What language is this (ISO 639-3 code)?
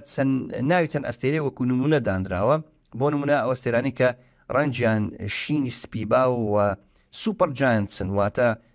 ckb